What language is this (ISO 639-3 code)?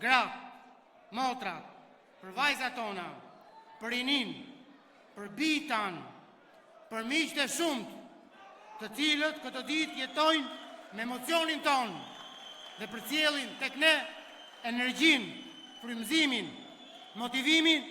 sqi